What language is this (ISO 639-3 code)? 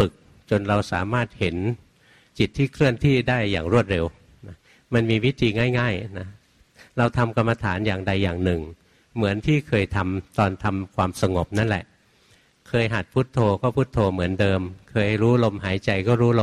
tha